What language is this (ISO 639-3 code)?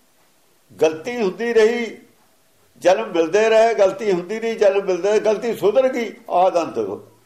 pan